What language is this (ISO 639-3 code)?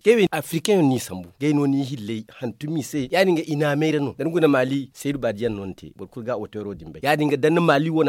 dje